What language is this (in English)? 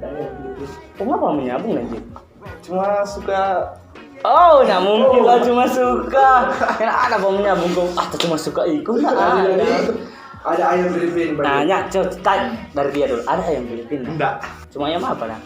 Manado Malay